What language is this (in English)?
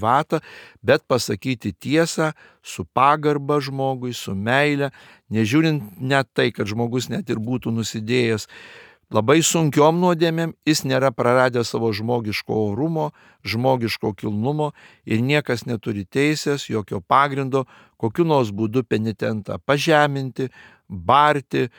Lithuanian